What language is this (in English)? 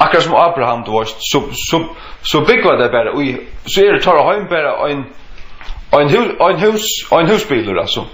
Faroese